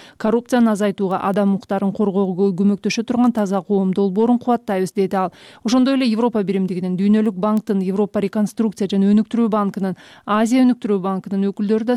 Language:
Kyrgyz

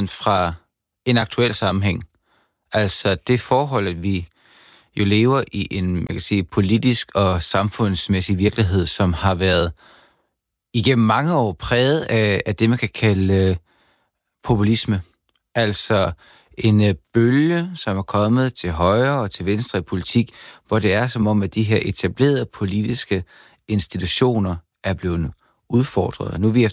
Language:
Danish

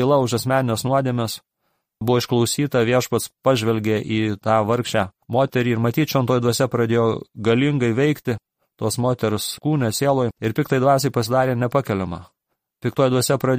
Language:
Lithuanian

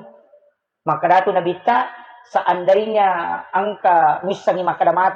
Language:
Buginese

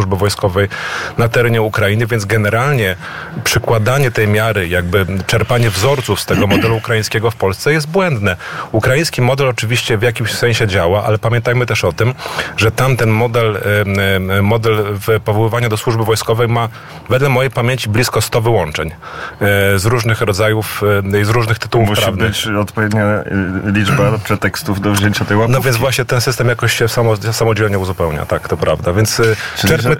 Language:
Polish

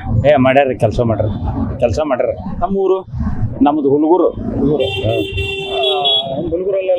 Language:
Kannada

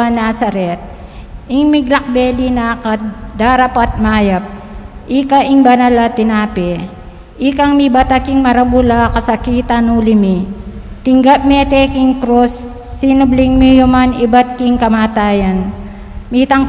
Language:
Pampanga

